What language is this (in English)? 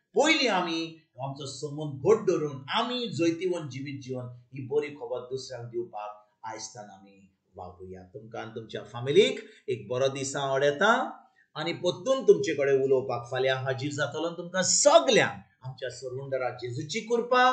Konkani